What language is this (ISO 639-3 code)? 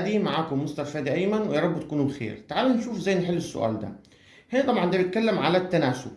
arz